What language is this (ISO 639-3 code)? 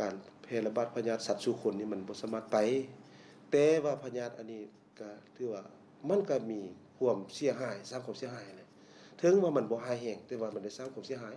lao